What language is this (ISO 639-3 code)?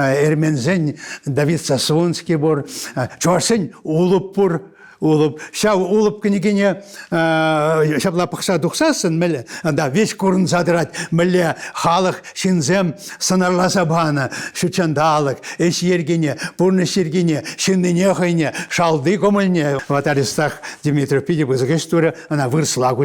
chv